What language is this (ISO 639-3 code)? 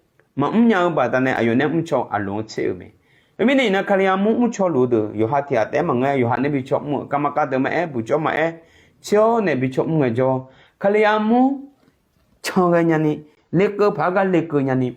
ahk